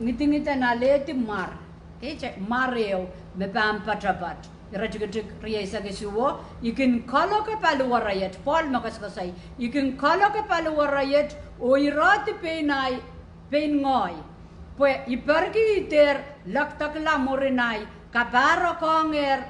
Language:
Pohnpeian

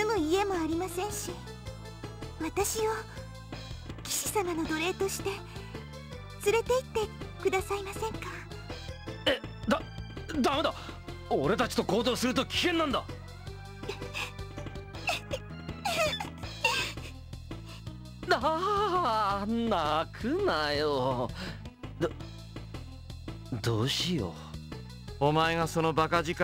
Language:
Japanese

